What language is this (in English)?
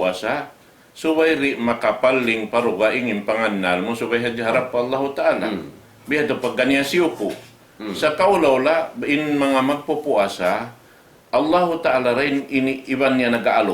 Tausug